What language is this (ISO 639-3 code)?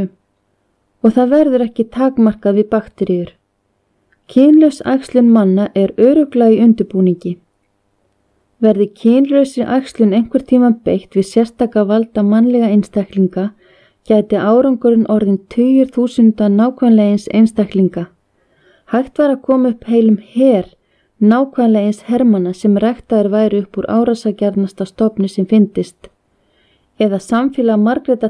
isl